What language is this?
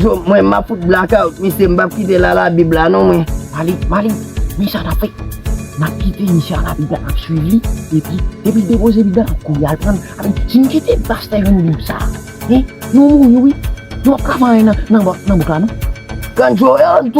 Haitian Creole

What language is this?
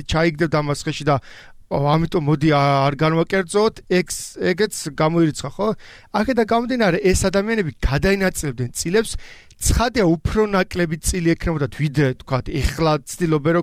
Georgian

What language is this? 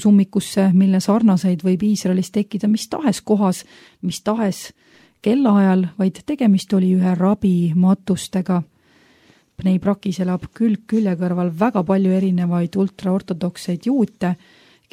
Estonian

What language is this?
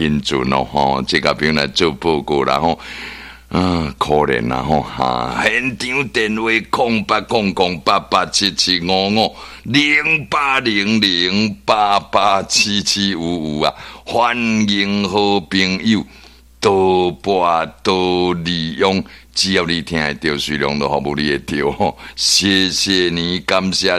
Min Nan Chinese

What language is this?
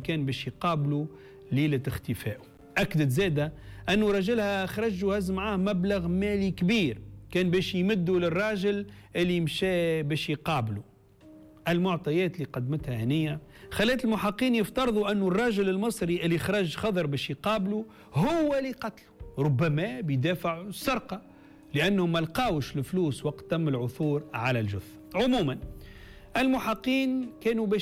Tunisian Arabic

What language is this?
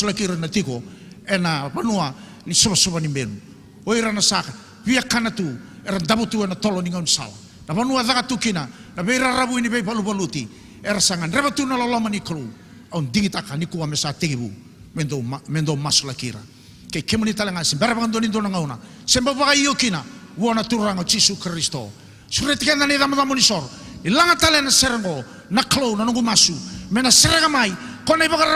Fijian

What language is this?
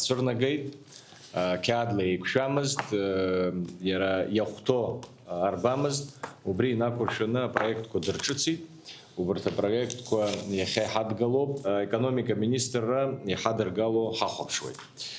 Abkhazian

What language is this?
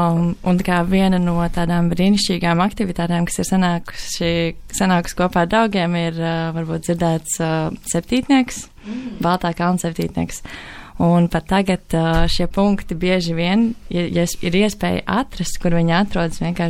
Latvian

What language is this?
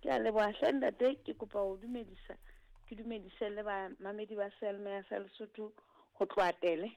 Southern Sotho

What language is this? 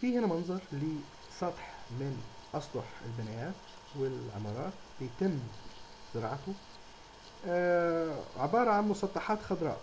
Egyptian Arabic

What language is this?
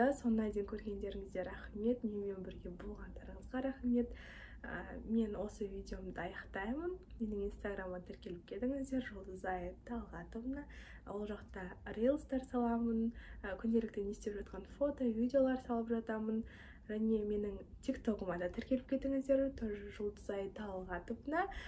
Kazakh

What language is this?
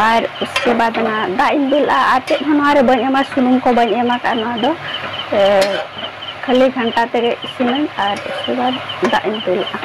Santali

